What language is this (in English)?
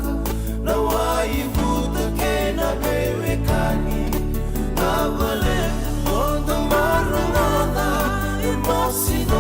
Fijian